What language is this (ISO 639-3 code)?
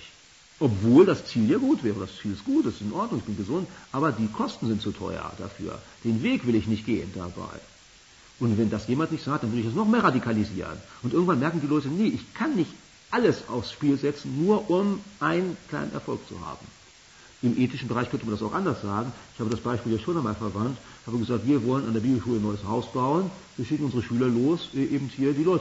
deu